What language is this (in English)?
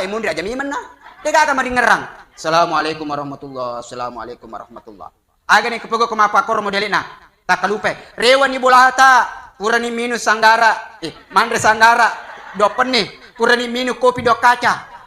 Buginese